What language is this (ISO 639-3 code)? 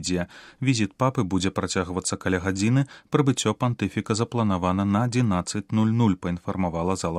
bel